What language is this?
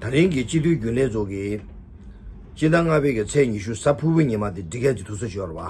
Tibetan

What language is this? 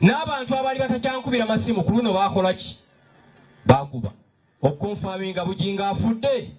Ganda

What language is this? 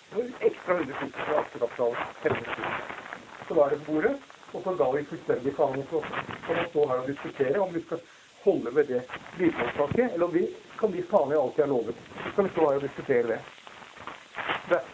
Norwegian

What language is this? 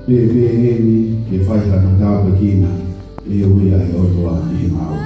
Tongan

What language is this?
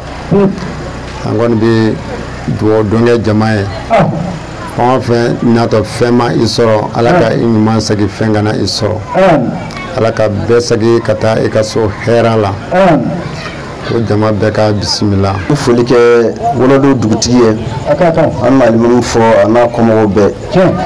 Bambara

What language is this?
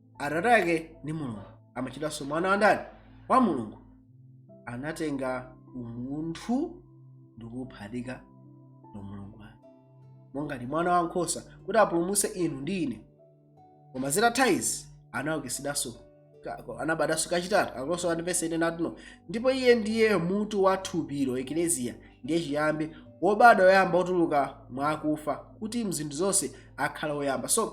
Nyanja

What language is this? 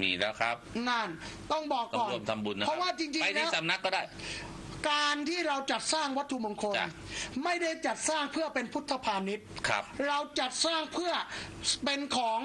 Thai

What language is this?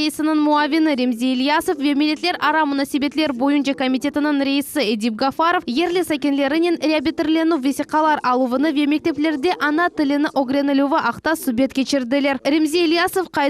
Crimean Tatar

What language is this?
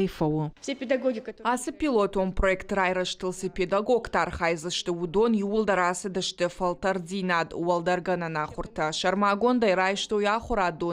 Ossetic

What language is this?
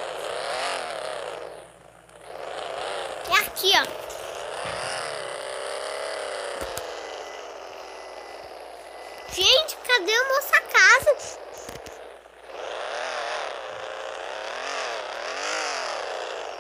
Portuguese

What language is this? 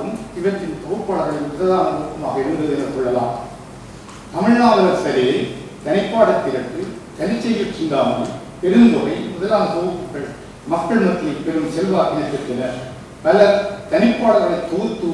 Tamil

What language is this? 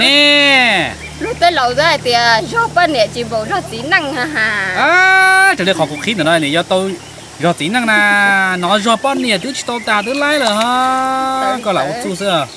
Hmong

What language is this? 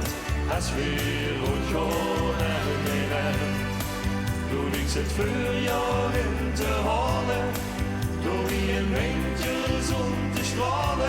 Limburgish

